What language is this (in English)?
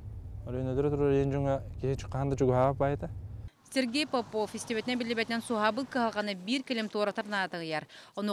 Yakut